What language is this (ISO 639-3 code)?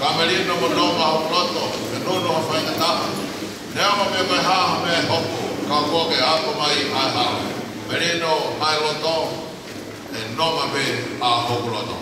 ton